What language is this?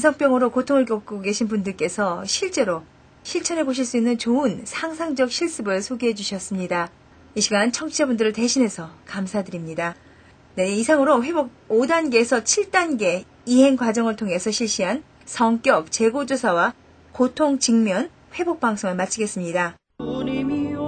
Korean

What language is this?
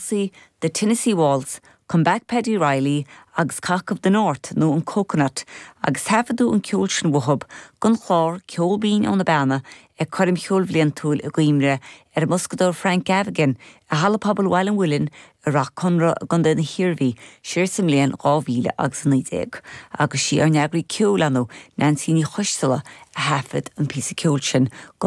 Irish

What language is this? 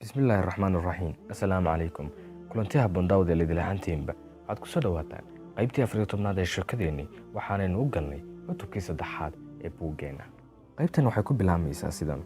Somali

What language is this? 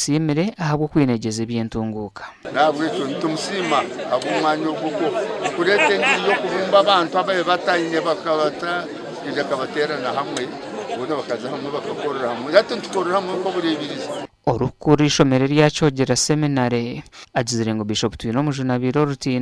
Nyankole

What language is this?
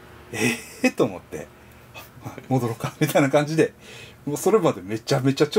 Japanese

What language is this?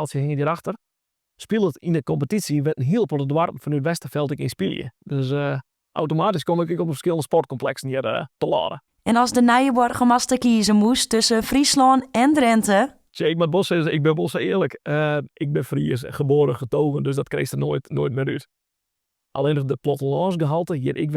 Western Frisian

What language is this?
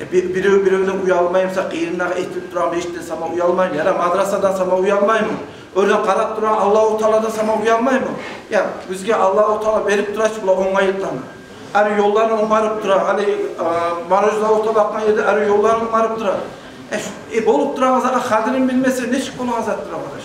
Kumyk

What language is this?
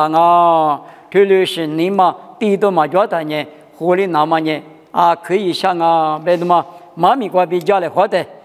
Lisu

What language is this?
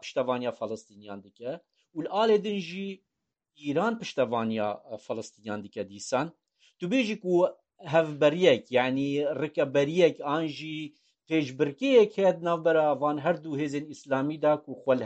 Kurdish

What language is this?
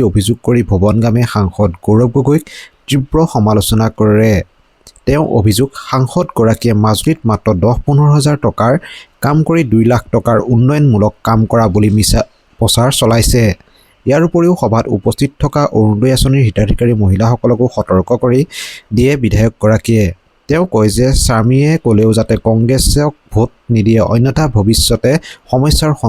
Assamese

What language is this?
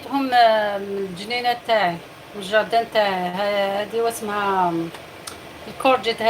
Algerian Arabic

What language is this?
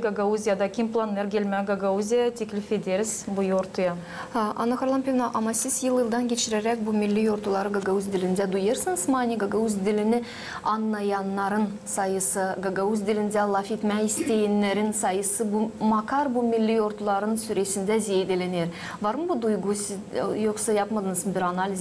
Gagauz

